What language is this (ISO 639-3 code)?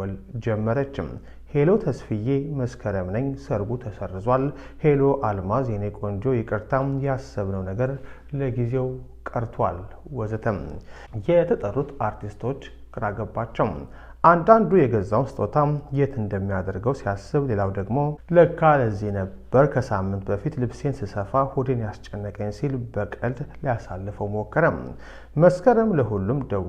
amh